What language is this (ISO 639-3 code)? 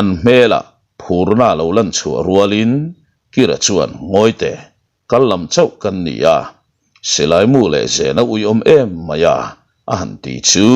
lus